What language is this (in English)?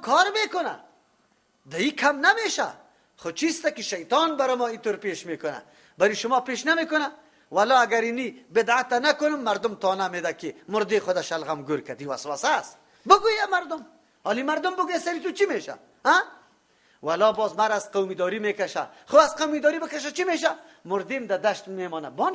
Persian